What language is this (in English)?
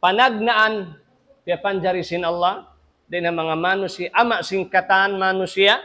Tausug